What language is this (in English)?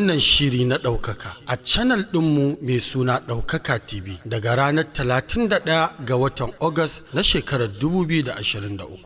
Hausa